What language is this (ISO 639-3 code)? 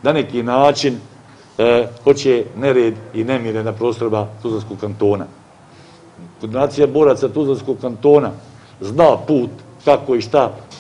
bos